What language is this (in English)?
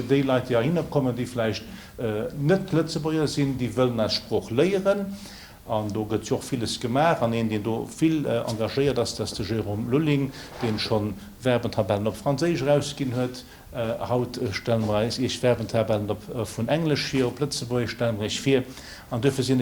Luxembourgish